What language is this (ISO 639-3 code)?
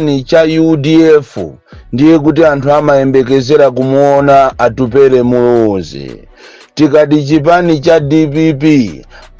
nya